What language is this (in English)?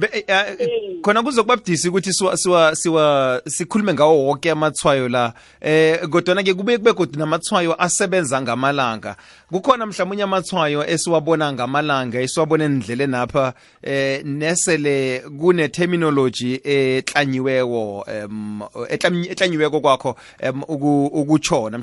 South Ndebele